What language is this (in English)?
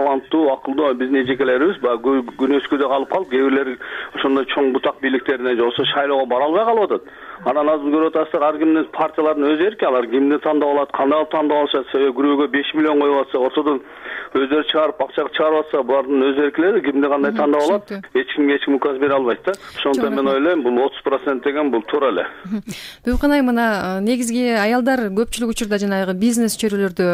Kyrgyz